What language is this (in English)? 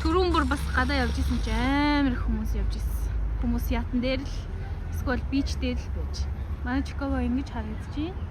Mongolian